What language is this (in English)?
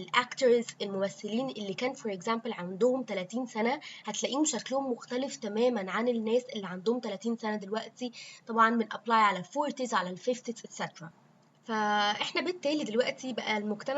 Egyptian Arabic